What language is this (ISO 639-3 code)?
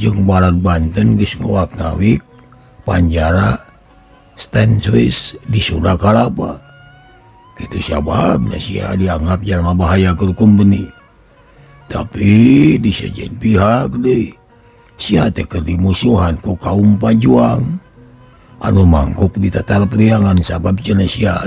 sun